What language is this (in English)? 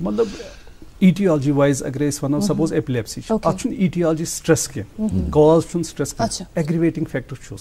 Kashmiri